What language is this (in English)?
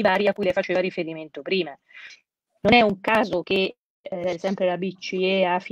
Italian